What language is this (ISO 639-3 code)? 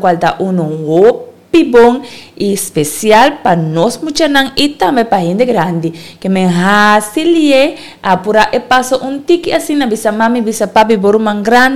pap